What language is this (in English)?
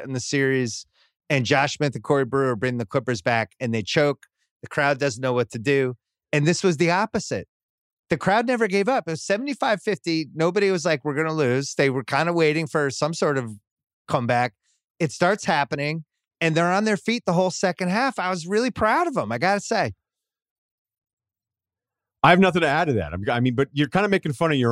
English